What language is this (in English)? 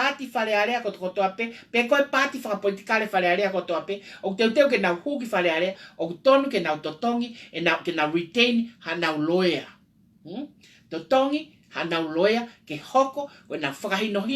Tongan